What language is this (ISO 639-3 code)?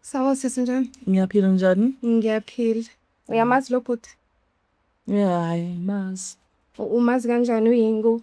zul